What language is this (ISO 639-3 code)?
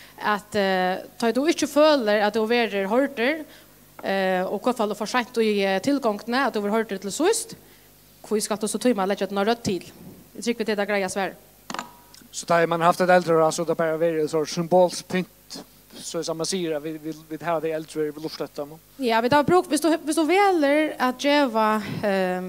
fao